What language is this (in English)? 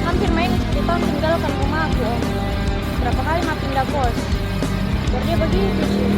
Makassar Malay